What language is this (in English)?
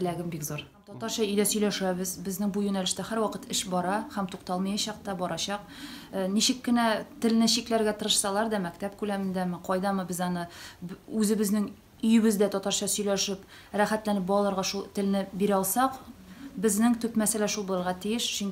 Tatar